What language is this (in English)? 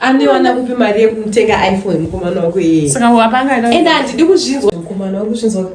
Shona